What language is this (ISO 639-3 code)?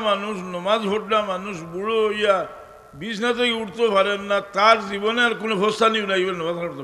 syl